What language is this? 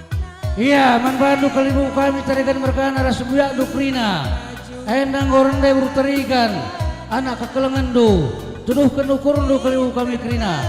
Batak Karo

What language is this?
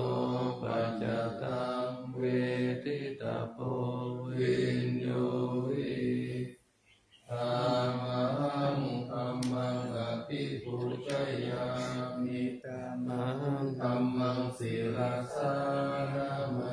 Pali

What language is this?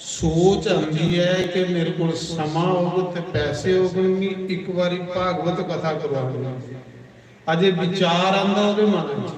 Dogri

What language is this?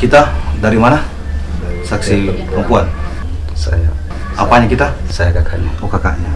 Makassar Malay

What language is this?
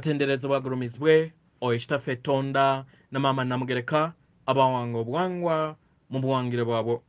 Ganda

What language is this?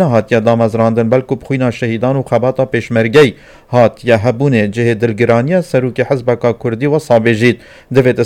Kurdish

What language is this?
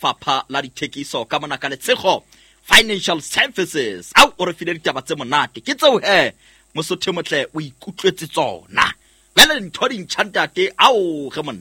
Southern Sotho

